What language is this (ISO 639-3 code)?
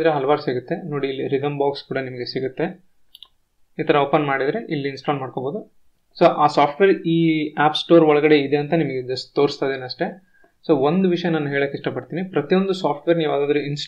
kan